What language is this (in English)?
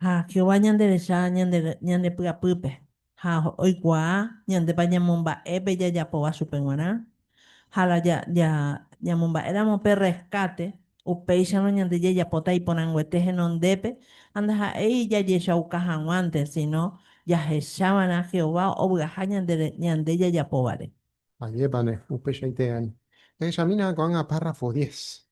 Guarani